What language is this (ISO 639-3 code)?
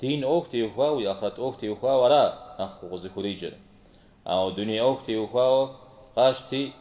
kbd